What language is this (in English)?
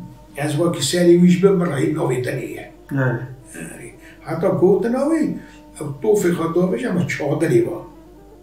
Kurdish